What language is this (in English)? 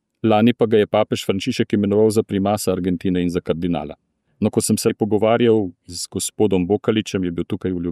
Slovenian